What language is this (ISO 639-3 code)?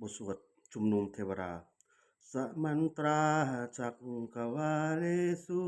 pli